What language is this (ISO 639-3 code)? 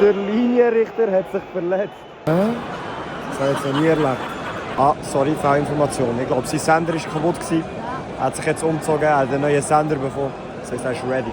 gsw